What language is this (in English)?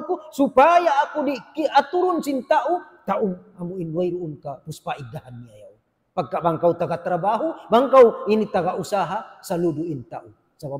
Tausug